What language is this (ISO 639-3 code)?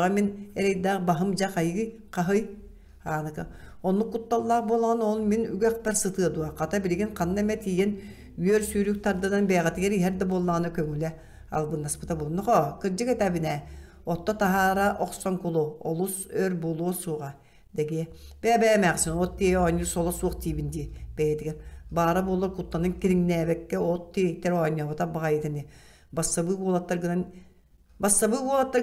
sah